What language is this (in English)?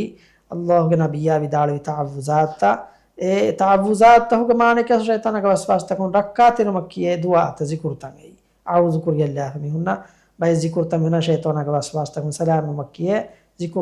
Divehi